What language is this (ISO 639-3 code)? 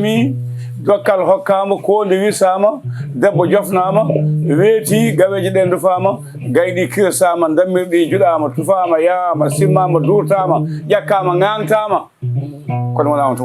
ful